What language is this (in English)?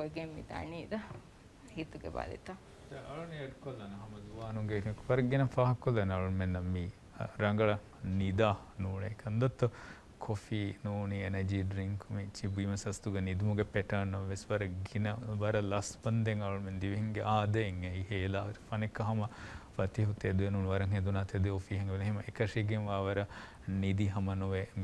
Divehi